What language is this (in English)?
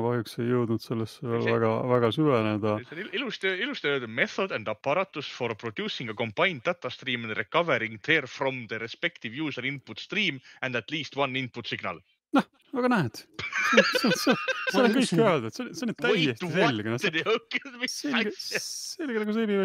Estonian